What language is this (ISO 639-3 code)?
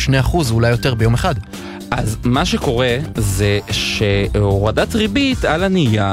heb